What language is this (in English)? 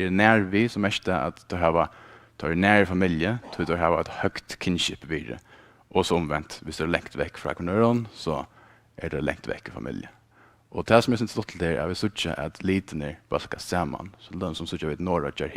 Faroese